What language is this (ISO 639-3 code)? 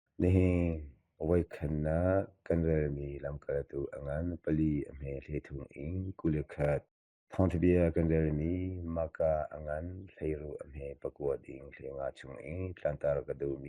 cnh